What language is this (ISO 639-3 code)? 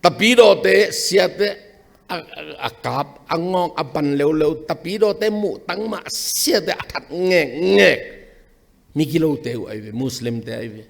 ctd